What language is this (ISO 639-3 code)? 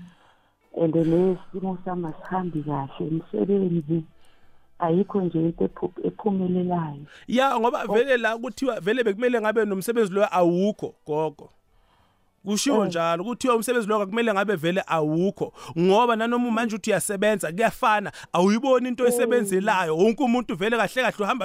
nbl